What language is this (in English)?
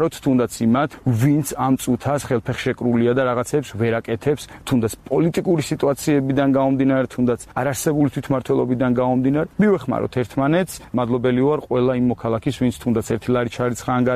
Georgian